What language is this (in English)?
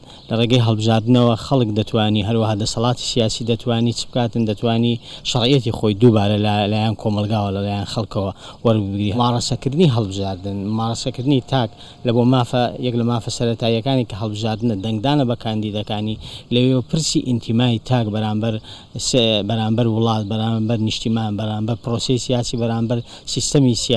Central Kurdish